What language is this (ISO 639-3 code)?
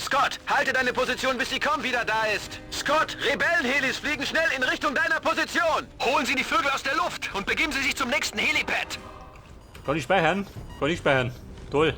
bar